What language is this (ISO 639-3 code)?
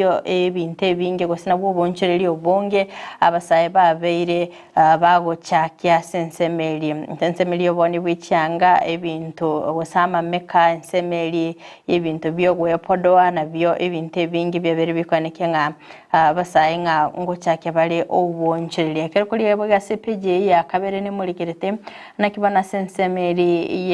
guz